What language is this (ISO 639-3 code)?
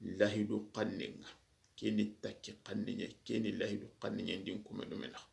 snk